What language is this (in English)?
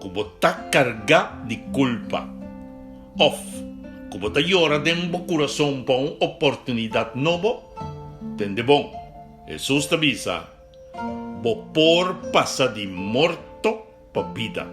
Papiamento